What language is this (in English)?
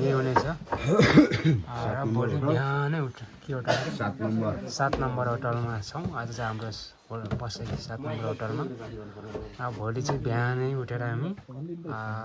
Nepali